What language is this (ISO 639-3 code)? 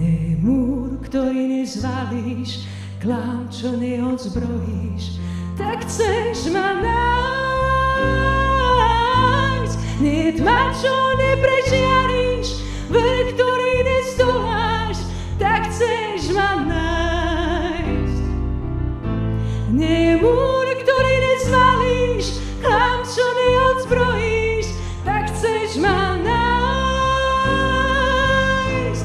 slk